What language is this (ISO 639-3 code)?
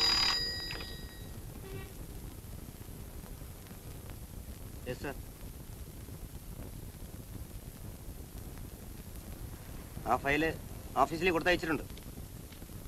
mal